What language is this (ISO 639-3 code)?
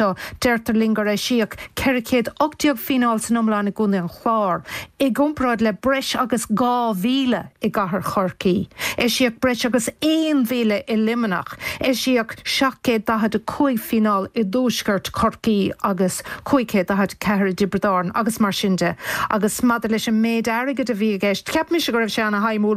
gle